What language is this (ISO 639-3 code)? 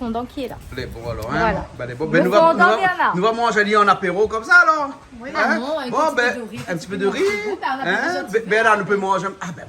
rcf